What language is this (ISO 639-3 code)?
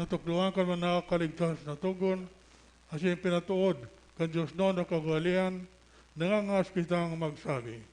bik